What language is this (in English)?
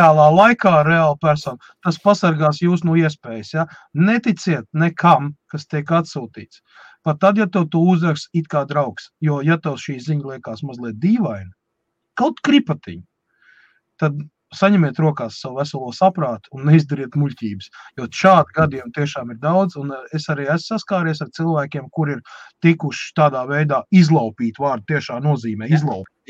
Latvian